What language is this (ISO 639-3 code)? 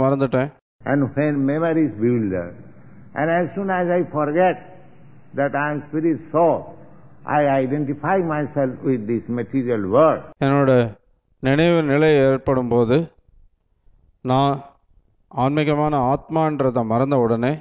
tam